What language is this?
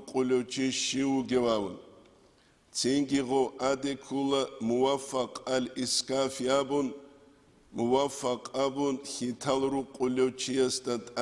Avaric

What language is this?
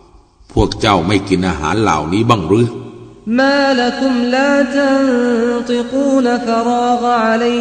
Thai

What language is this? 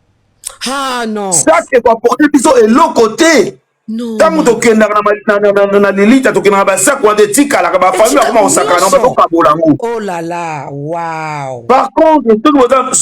Lingala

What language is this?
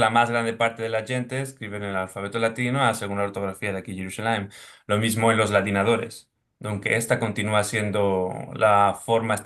Ladino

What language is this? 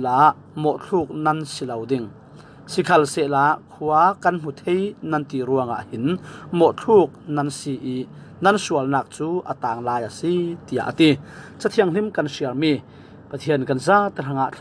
Falam Chin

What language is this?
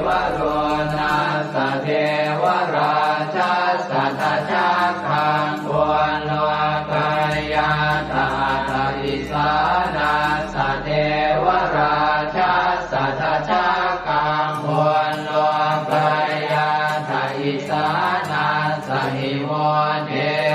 Pali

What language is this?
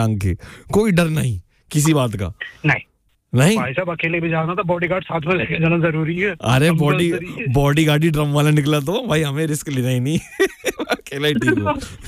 Hindi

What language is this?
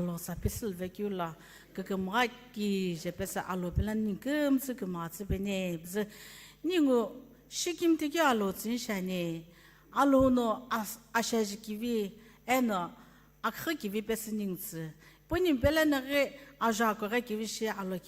Sumi Naga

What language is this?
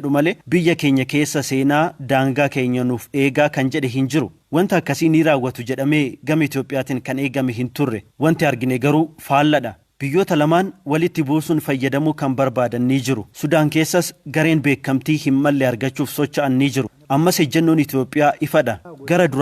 Oromo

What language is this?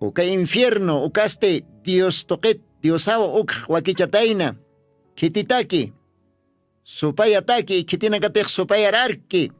Aymara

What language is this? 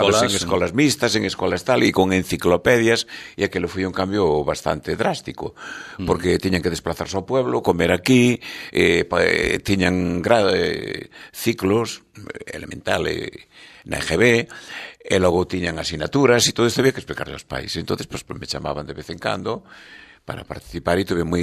Galician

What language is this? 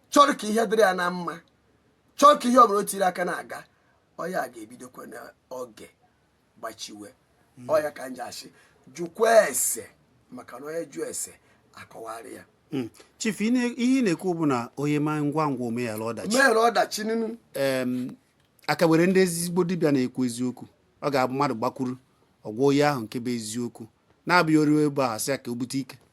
Igbo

